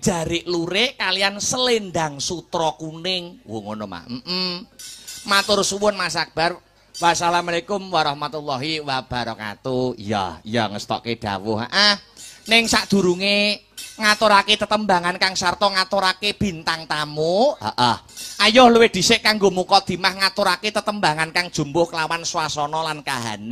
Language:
Javanese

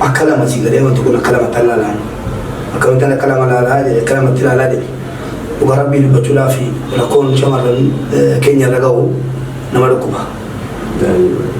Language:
Oromo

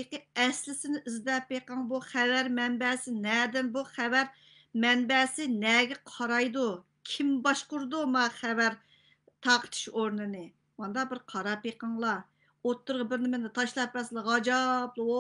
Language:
Uyghur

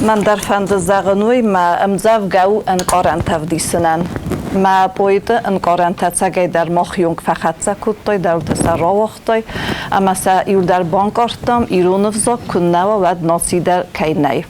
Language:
Ossetic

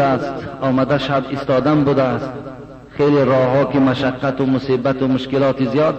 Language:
Tajik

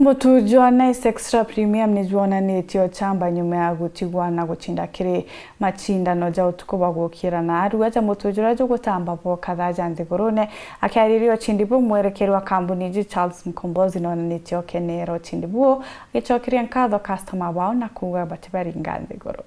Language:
Meru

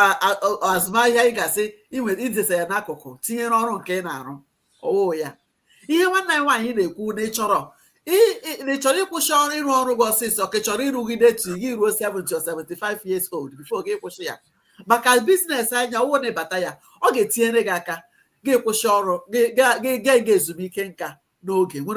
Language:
Igbo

